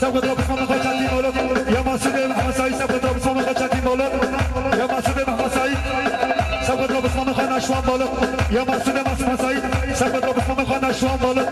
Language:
Kurdish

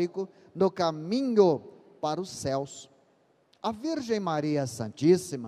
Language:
Portuguese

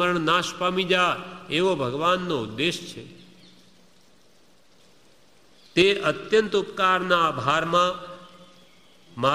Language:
Gujarati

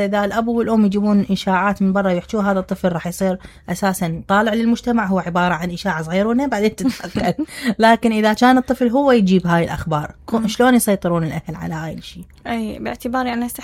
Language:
Mesopotamian Arabic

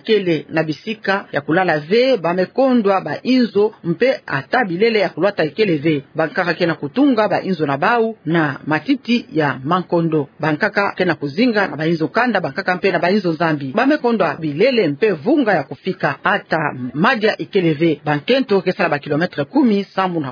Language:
Kituba (Democratic Republic of Congo)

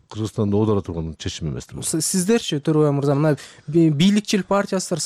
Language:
Kyrgyz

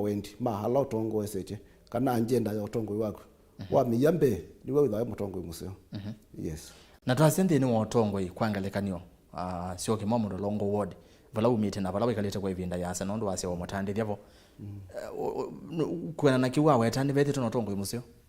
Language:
Kamba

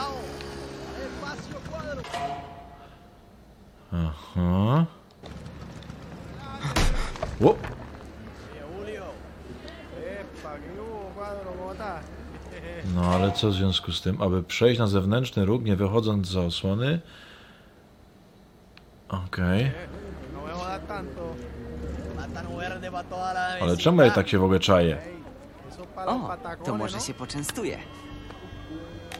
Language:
Polish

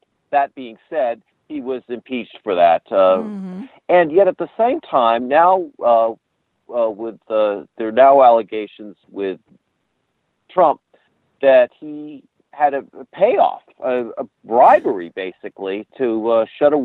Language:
English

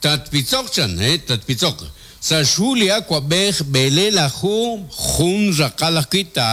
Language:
Kekchí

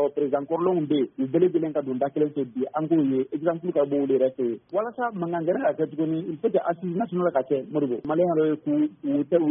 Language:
Bambara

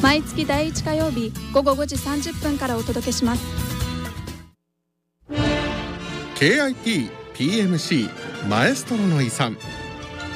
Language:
Japanese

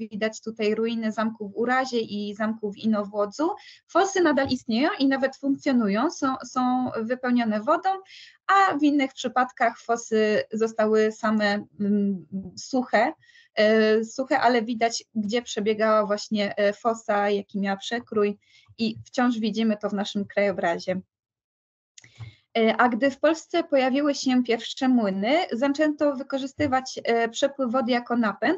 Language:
Polish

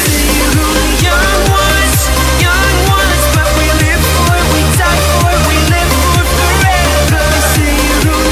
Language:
English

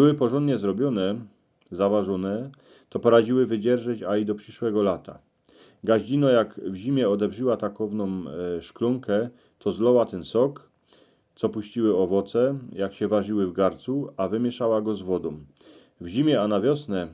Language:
Silesian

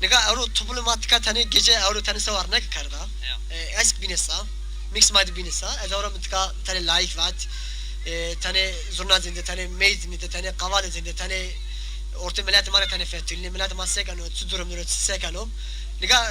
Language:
Zaza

